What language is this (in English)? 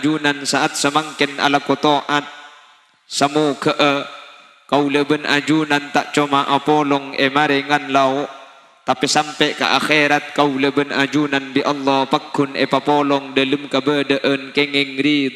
Madurese